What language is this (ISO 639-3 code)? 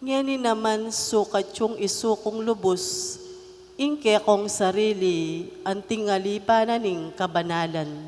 pam